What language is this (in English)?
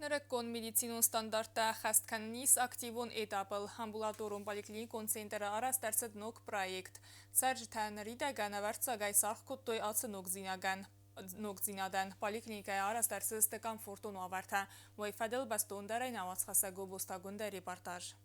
Ossetic